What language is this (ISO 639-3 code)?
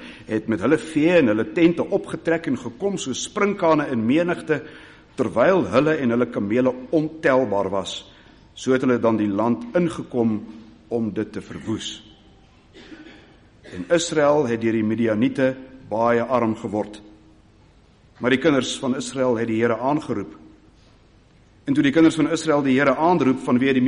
afr